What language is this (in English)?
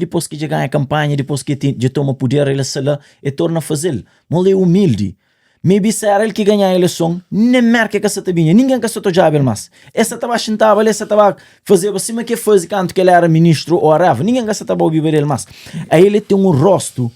Kabuverdianu